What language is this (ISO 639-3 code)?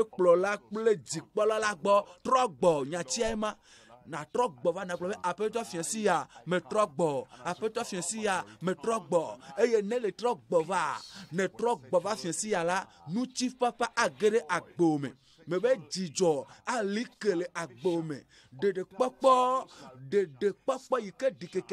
ewe